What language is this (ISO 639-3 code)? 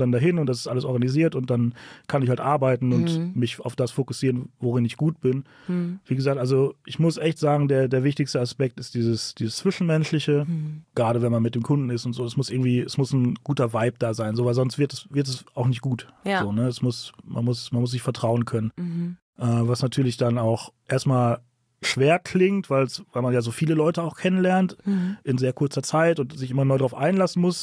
deu